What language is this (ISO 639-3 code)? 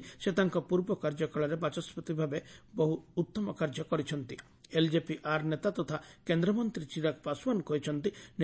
ori